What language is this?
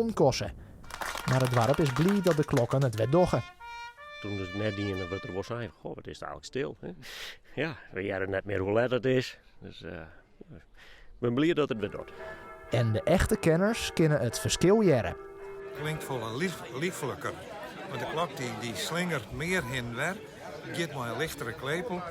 Western Frisian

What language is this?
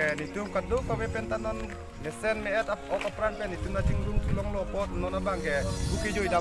Karbi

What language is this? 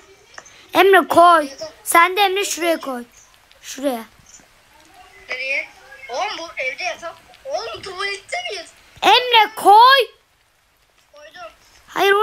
Turkish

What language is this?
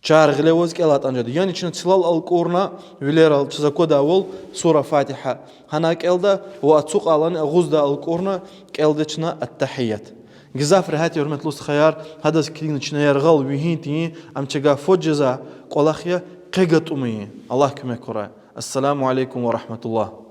Lezghian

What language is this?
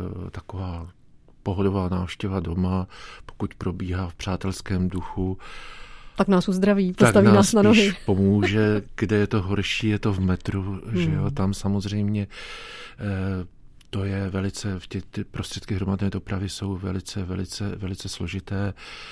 Czech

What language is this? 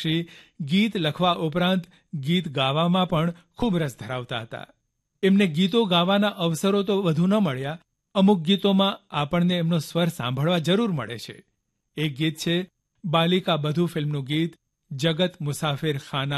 Gujarati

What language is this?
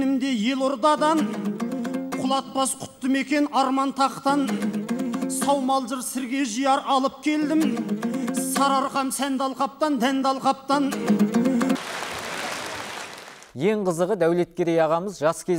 Kazakh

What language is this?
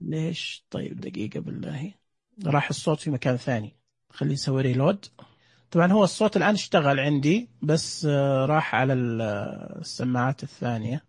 Najdi Arabic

